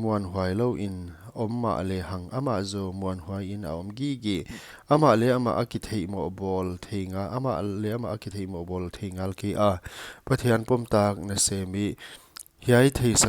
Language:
Paite Chin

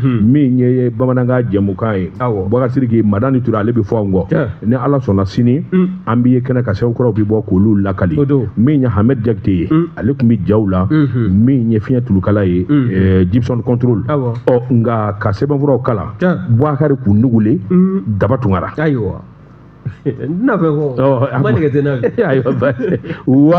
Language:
Bambara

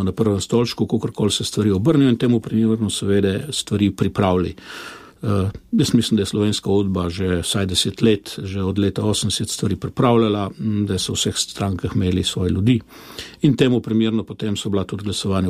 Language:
Slovenian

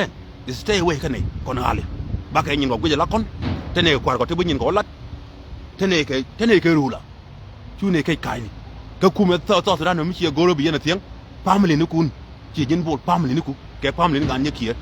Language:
Nuer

